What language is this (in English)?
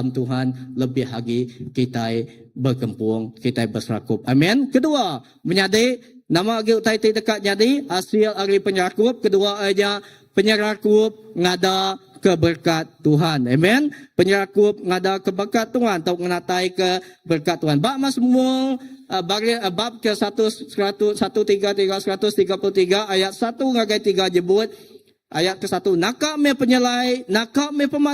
Iban